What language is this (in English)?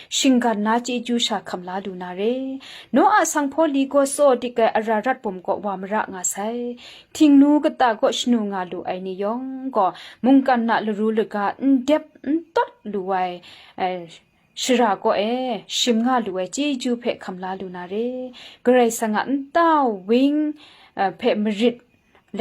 Kachin